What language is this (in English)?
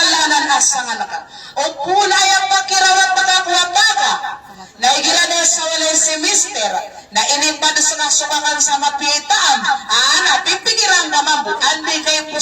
Maranao